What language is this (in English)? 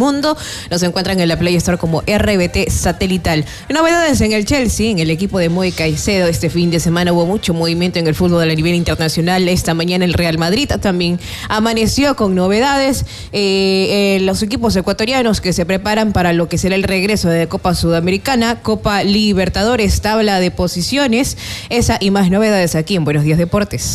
Spanish